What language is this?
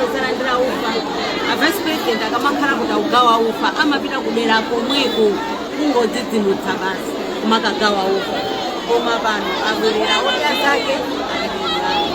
Nyanja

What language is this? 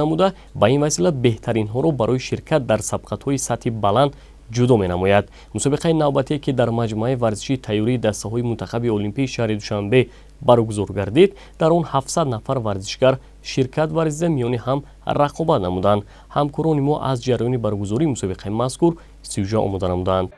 Tajik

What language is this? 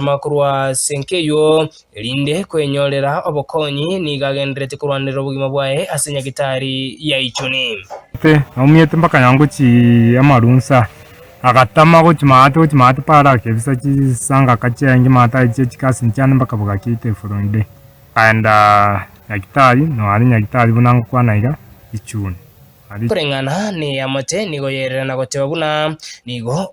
Gusii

